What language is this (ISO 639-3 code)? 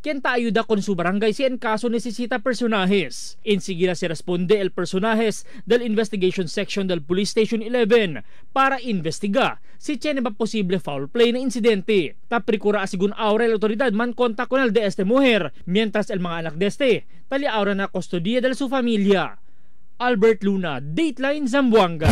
cbk